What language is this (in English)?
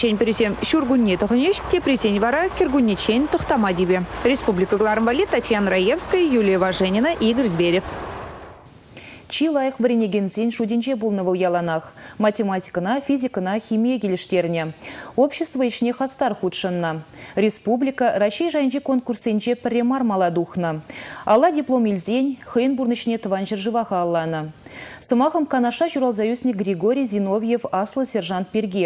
Chuvash